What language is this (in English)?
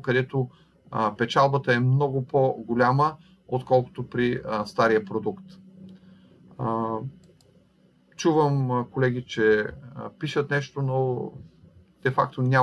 Bulgarian